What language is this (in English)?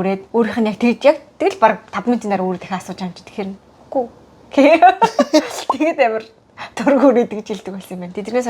Mongolian